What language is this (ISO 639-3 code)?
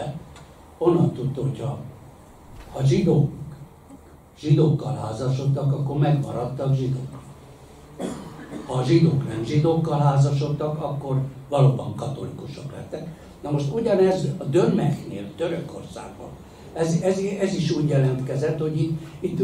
hun